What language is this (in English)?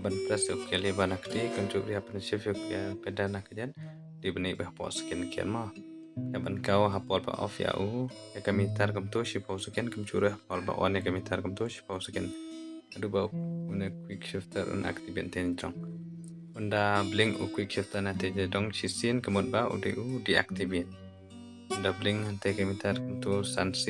Khasi